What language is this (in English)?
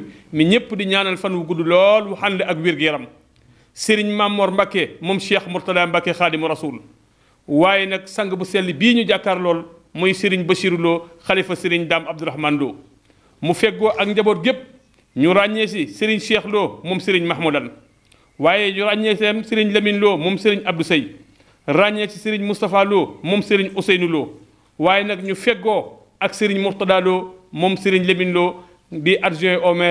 Wolof